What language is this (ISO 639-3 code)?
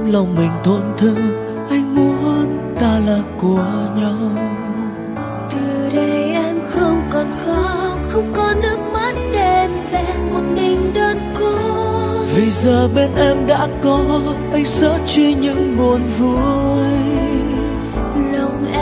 vie